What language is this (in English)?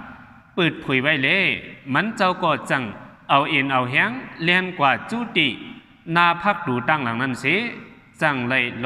Shan